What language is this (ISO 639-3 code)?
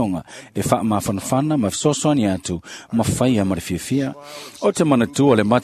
smo